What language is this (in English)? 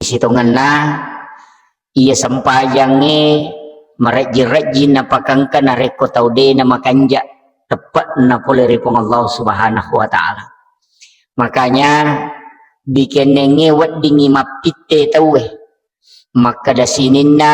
Buginese